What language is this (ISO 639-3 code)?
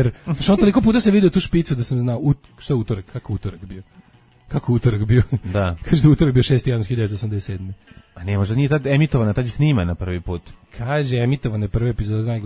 srp